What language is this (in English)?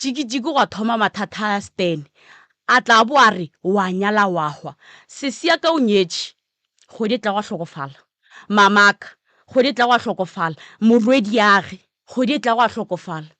Northern Sotho